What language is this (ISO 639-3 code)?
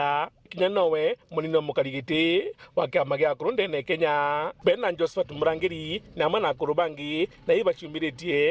mer